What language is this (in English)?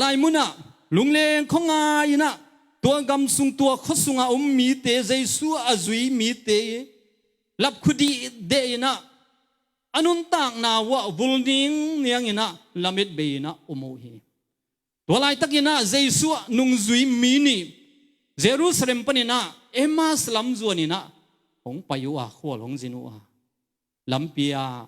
Tedim Chin